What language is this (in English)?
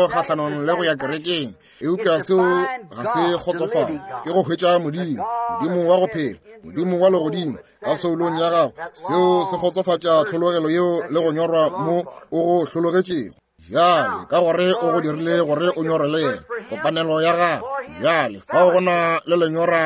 Northern Sotho